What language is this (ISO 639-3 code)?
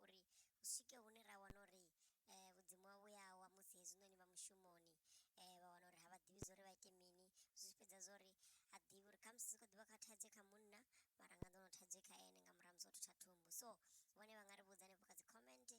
ven